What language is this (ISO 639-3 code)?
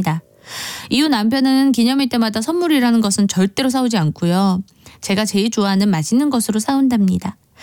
kor